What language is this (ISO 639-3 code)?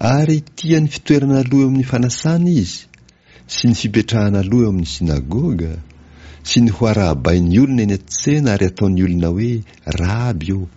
mlg